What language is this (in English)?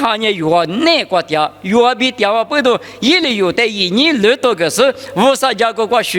Lisu